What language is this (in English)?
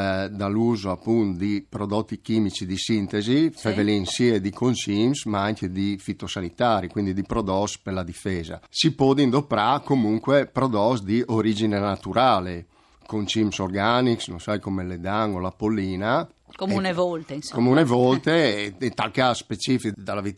Friulian